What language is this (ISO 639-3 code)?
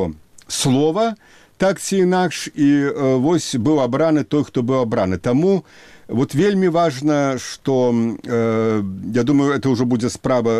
bel